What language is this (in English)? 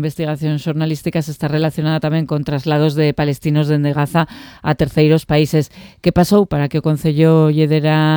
Galician